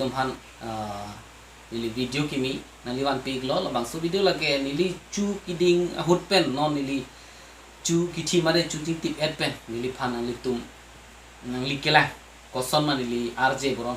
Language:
Karbi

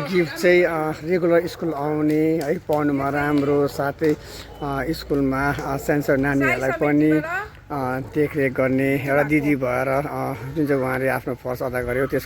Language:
Nepali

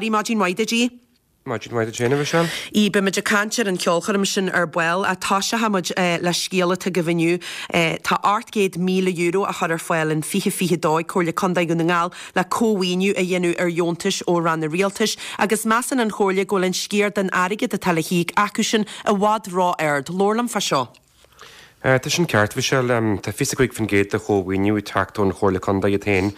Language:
Irish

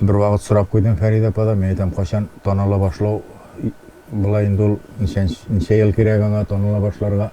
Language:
Tatar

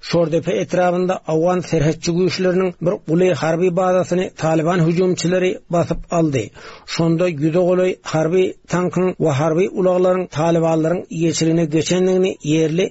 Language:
Turkmen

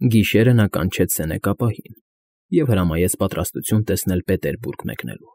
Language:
Armenian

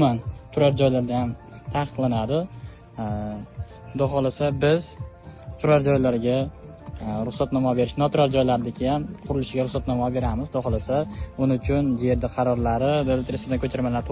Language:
Uzbek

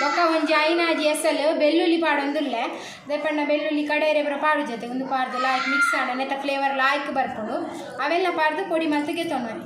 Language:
Tulu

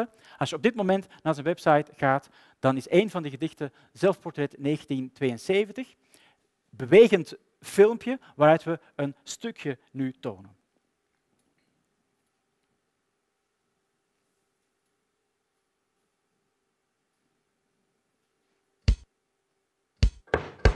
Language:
Dutch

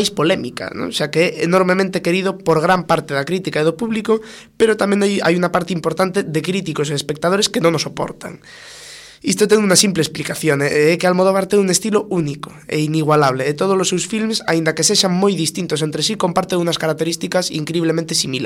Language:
Galician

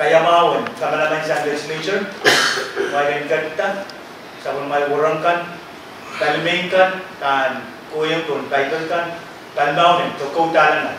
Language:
Pohnpeian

